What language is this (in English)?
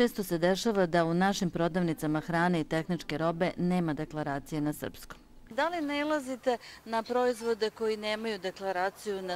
Serbian